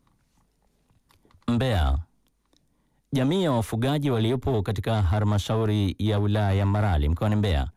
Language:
Swahili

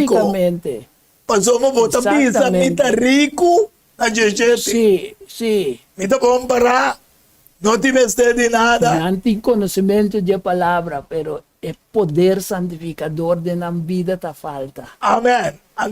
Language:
Papiamento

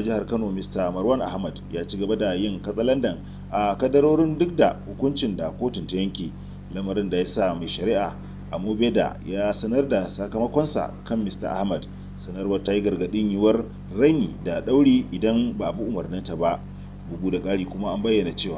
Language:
Hausa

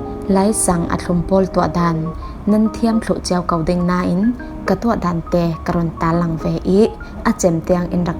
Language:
Falam Chin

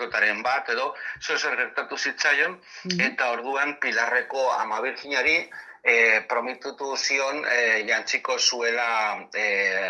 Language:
Basque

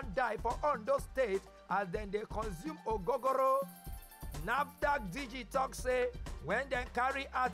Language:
Nigerian Pidgin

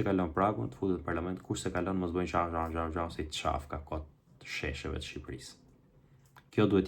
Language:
Albanian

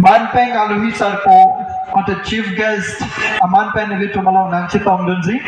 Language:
Karbi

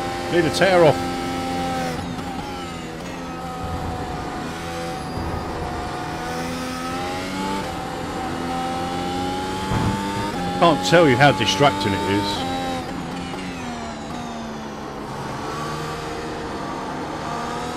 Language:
English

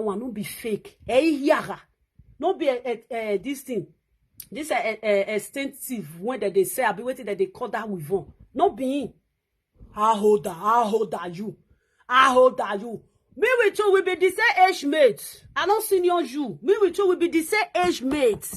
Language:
Nigerian Pidgin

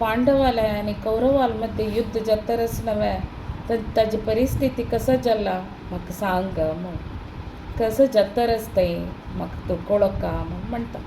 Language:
Konkani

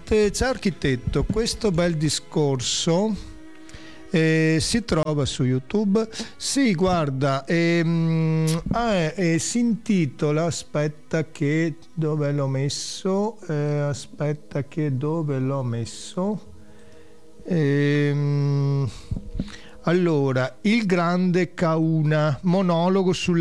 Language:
Italian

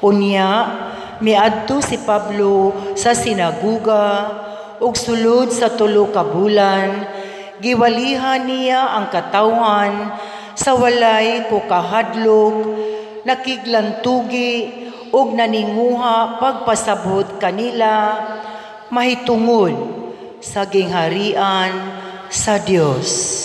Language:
Cebuano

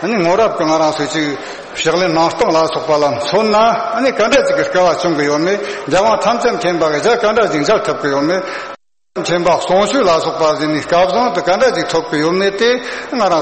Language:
Tibetan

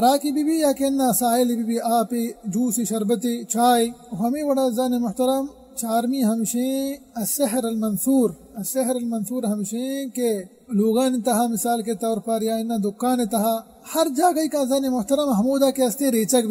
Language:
Baluchi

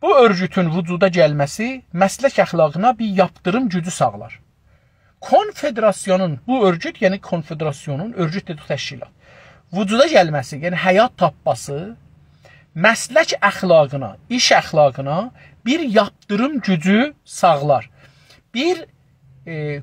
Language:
South Azerbaijani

